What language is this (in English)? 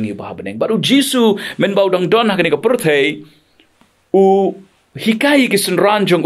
Khasi